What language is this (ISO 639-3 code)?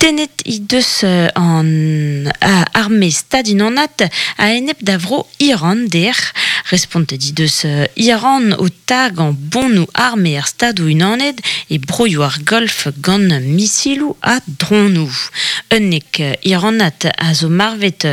bre